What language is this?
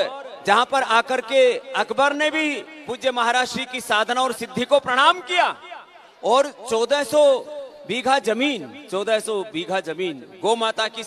Hindi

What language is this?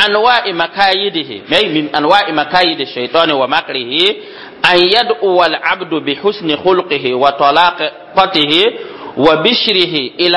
Mossi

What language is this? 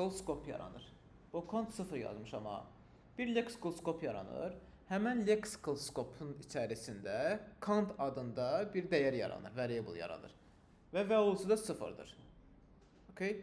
Azerbaijani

